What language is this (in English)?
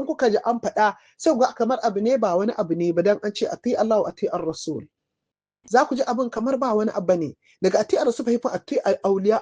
Hausa